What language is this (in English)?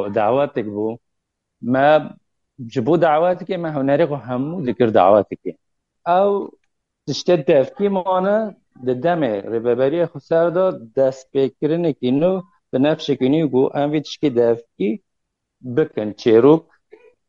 Kurdish